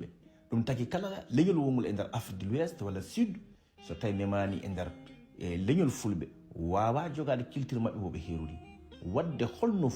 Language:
Fula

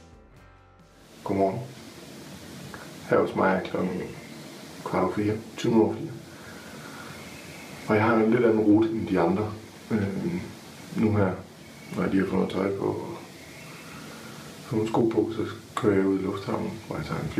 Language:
Danish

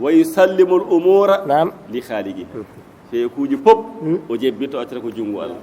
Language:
Fula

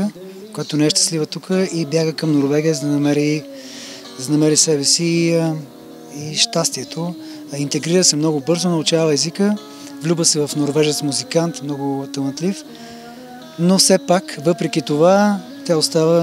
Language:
Bulgarian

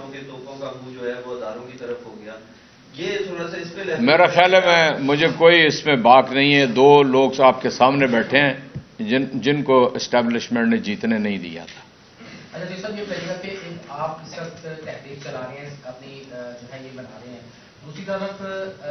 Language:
Urdu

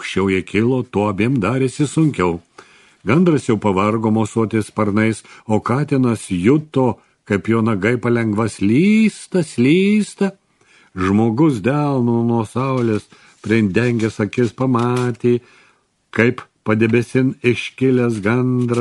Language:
Lithuanian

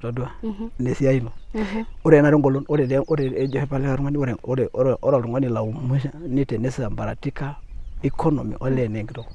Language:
Masai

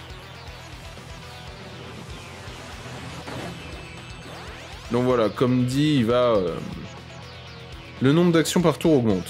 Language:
French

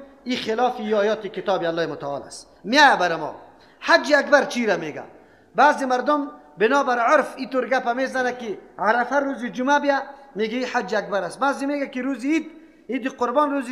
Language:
Persian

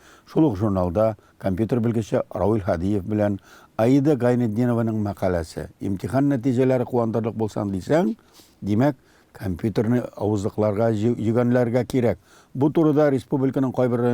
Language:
Tatar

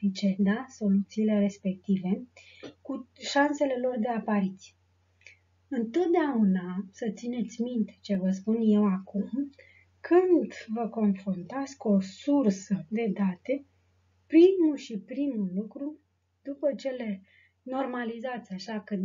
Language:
Romanian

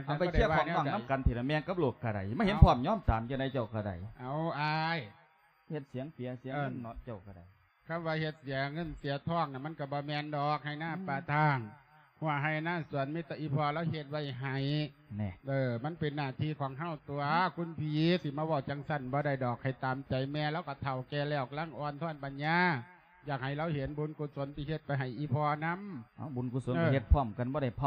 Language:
Lao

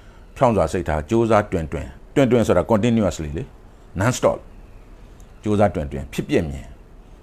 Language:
Burmese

